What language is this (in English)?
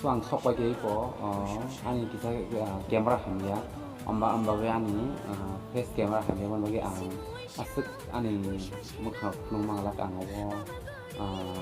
Kok Borok